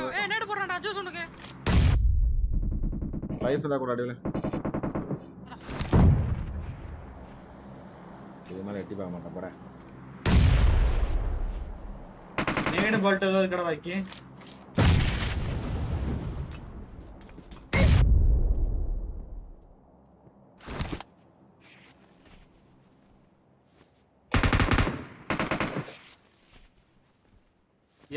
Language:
Tamil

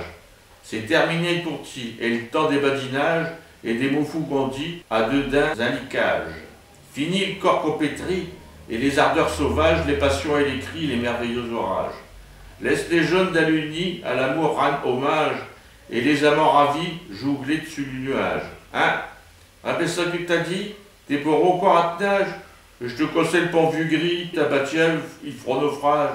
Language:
Picard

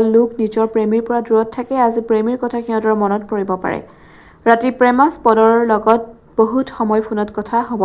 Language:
Assamese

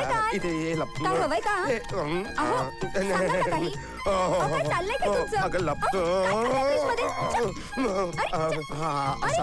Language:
Marathi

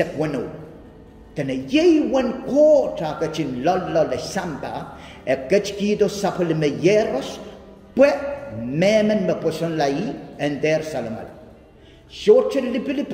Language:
Pohnpeian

